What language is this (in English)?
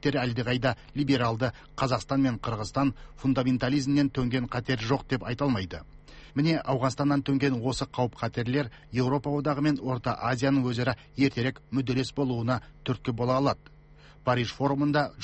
Kazakh